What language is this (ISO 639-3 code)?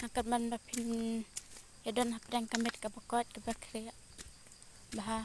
kha